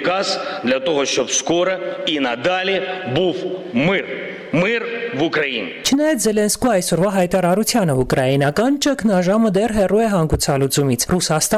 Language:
Armenian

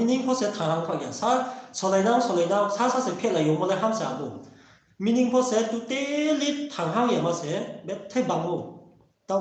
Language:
Riang (India)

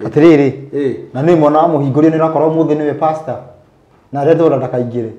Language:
Kikuyu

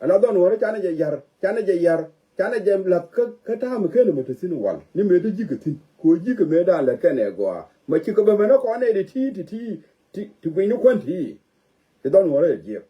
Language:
Nuer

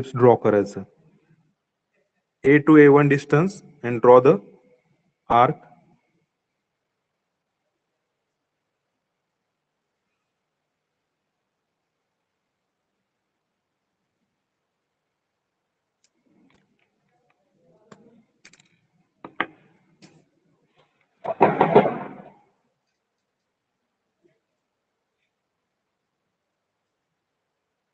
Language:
Marathi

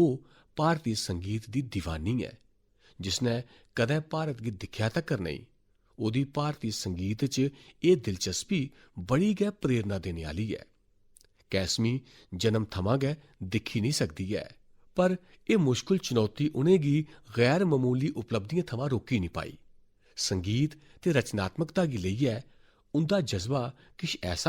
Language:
Dogri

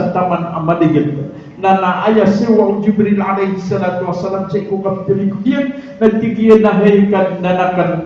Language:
Maranao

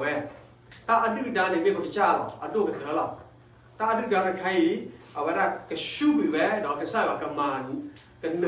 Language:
S'gaw Karen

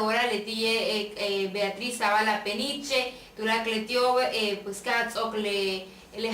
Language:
Yucateco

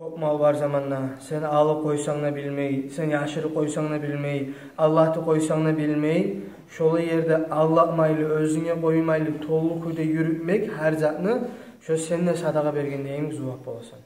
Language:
Kumyk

